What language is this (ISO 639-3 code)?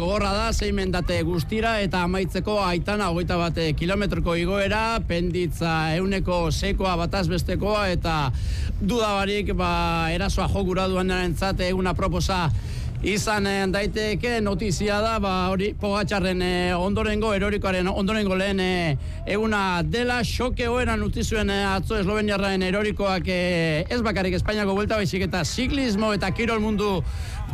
eus